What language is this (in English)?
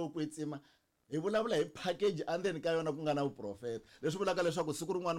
Tsonga